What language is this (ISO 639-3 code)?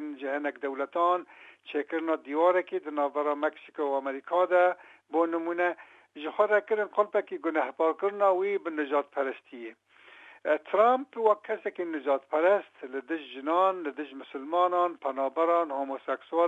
kur